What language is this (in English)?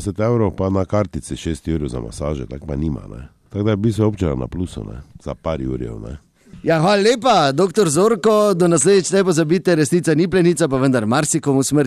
Slovenian